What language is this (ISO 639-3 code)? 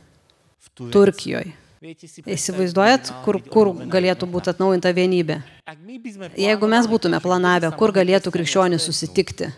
lit